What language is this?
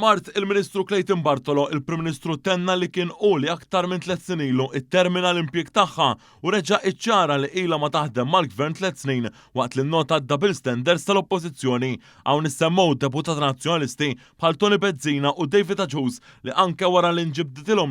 Maltese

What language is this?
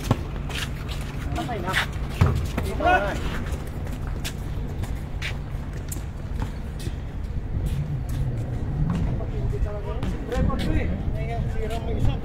Filipino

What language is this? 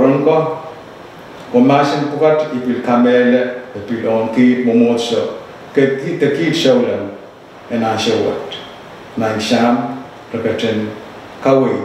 Pohnpeian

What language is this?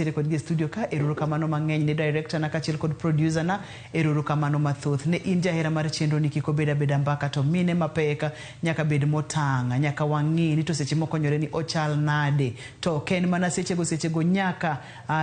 Luo (Kenya and Tanzania)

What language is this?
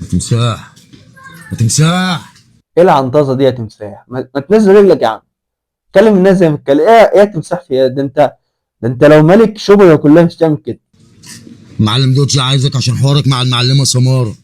Egyptian Arabic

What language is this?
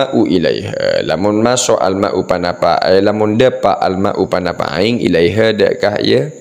Madurese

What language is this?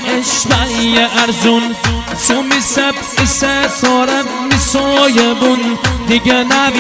Persian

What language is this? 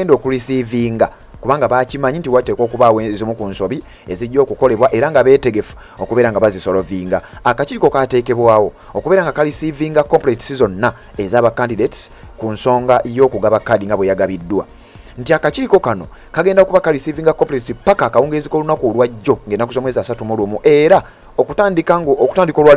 Ganda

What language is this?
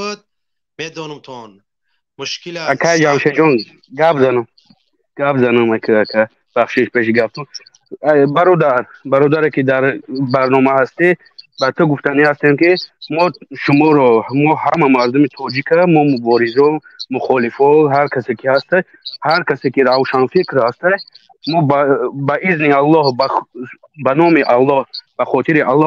Tajik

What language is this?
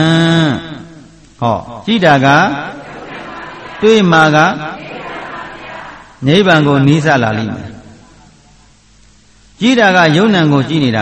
Burmese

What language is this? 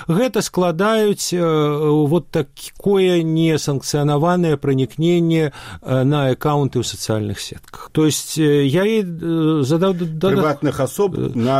Belarusian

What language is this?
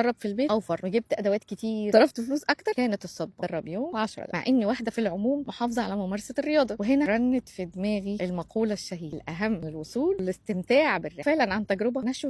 Egyptian Arabic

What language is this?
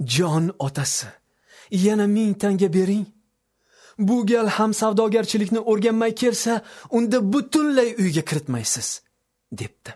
Uzbek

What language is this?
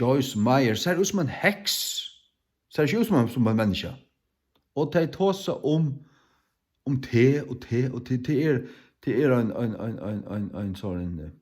Faroese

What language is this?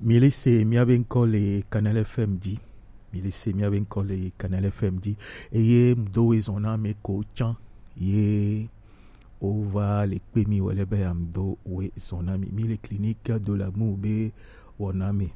Gen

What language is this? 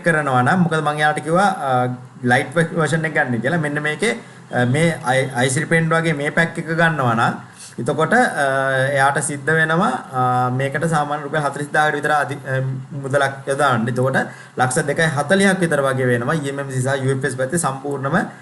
Sinhala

